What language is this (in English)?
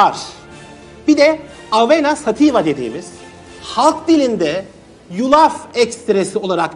Turkish